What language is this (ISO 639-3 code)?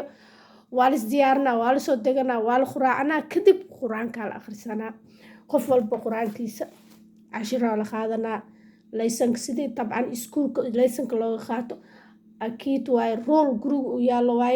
som